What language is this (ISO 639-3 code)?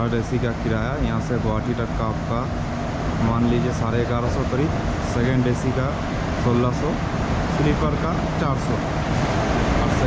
hin